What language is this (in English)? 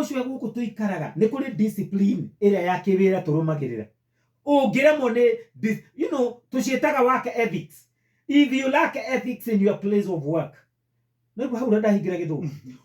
Kikuyu